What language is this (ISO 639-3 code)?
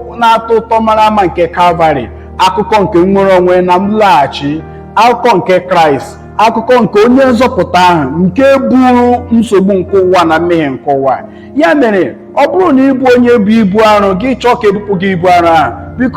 ibo